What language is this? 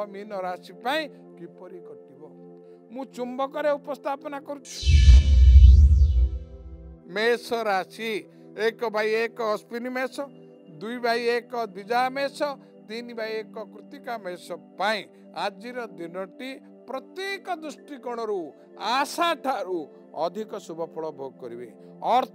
Odia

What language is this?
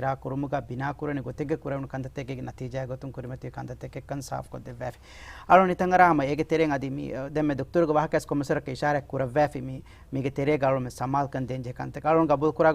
Divehi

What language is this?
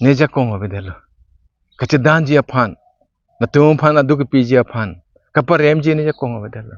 Karbi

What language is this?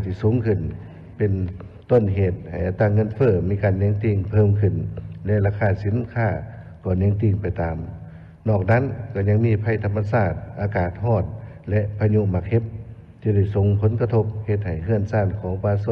Lao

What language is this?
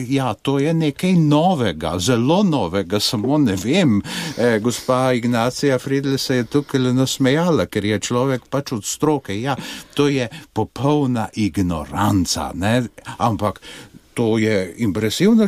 Slovenian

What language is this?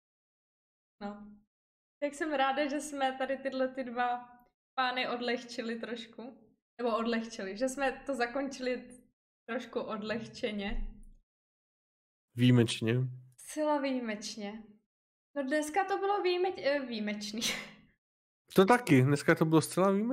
Czech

